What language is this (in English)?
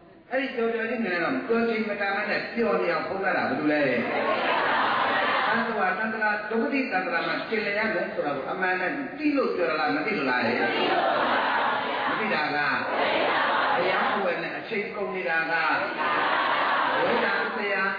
Burmese